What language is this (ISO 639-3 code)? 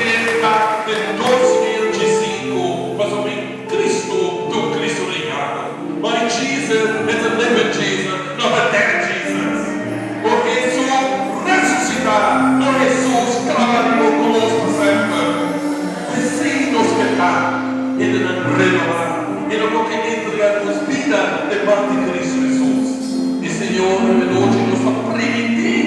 pap